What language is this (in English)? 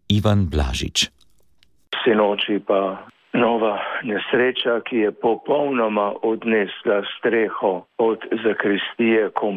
Slovenian